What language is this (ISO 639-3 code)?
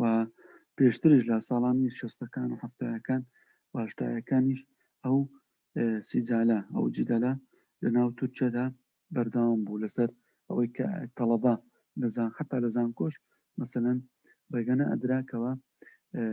ckb